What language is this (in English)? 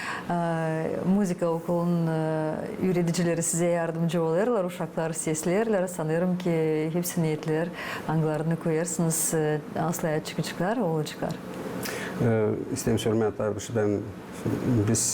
Gagauz